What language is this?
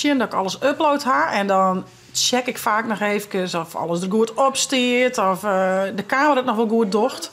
Western Frisian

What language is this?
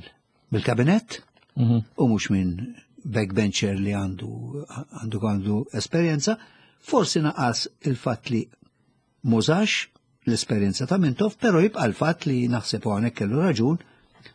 Maltese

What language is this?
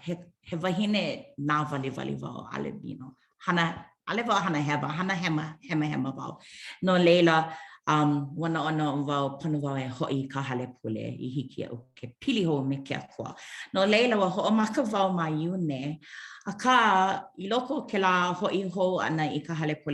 Hawaiian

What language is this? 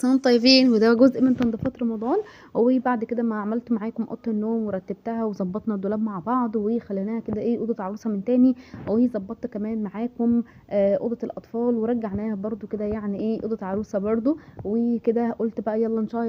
Egyptian Arabic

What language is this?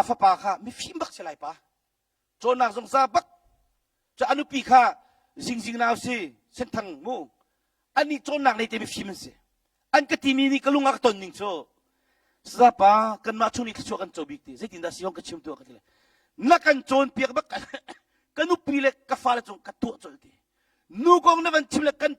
Hakha Chin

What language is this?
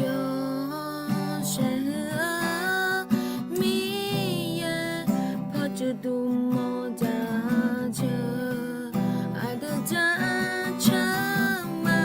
Akha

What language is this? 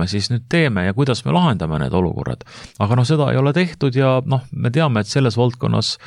Estonian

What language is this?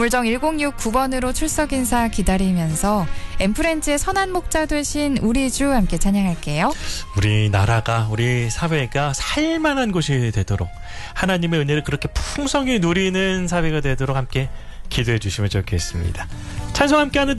Korean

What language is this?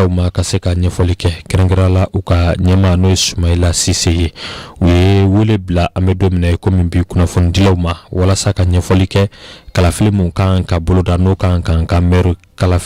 Bambara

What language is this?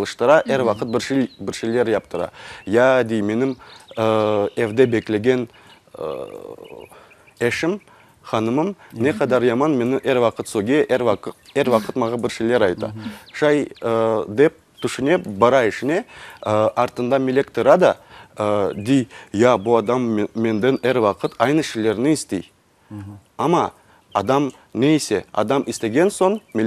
Crimean Tatar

